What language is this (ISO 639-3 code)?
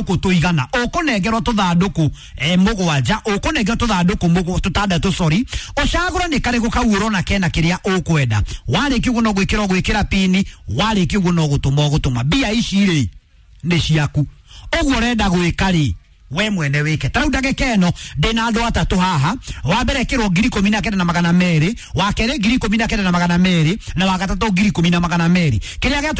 kik